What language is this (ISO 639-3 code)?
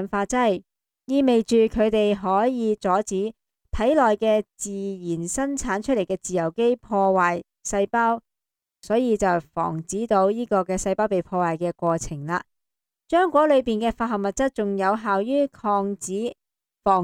yue